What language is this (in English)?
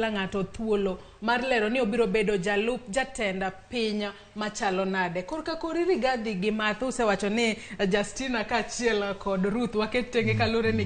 Luo (Kenya and Tanzania)